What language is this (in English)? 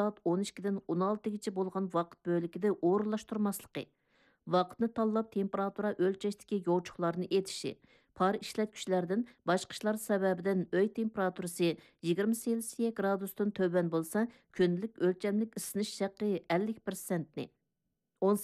Uyghur